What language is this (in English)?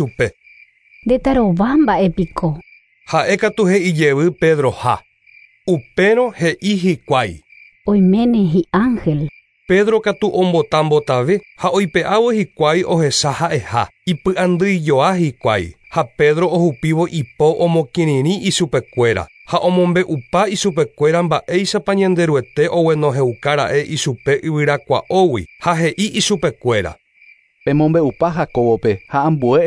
Guarani